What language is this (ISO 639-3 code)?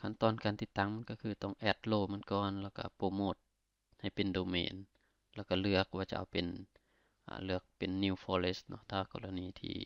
lao